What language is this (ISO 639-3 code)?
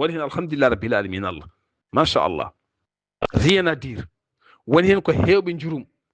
ful